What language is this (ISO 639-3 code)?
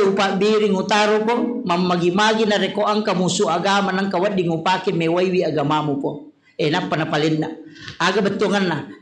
bug